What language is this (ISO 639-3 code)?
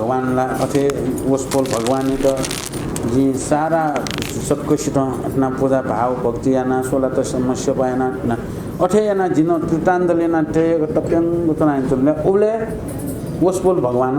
new